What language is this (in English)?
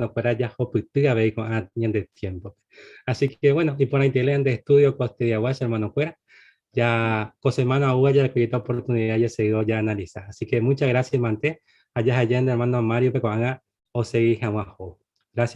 Guarani